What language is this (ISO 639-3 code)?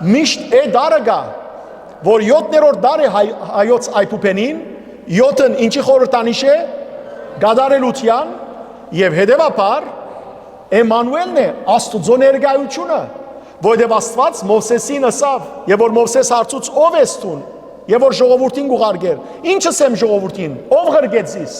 hyw